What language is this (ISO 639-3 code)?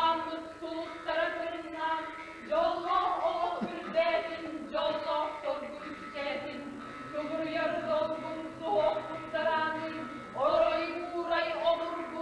sah